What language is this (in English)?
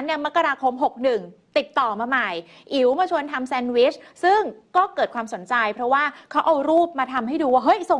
Thai